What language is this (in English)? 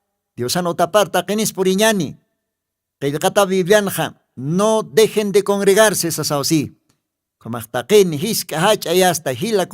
Aymara